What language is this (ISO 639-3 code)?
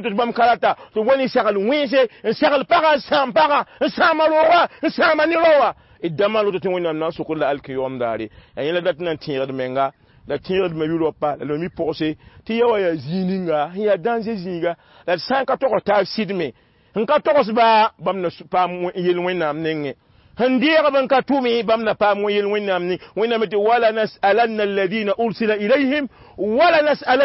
mos